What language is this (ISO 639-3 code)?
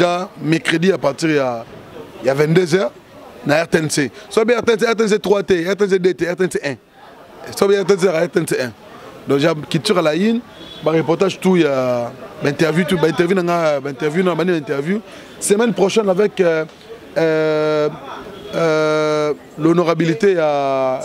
lin